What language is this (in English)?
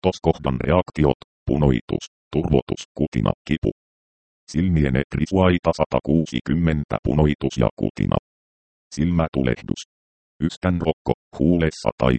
Finnish